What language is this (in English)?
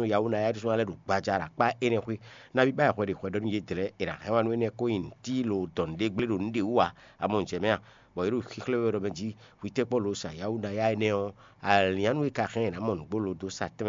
Fon